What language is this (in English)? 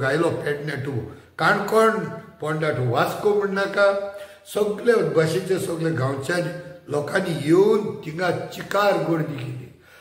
Konkani